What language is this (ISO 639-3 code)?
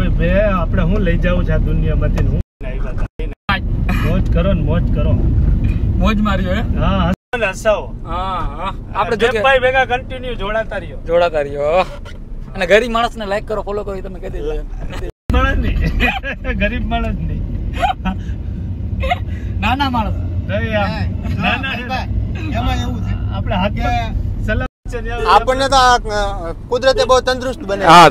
guj